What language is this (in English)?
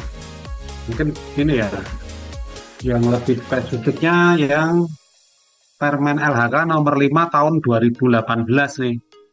Indonesian